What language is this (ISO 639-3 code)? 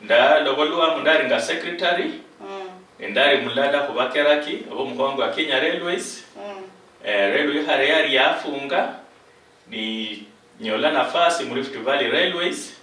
luy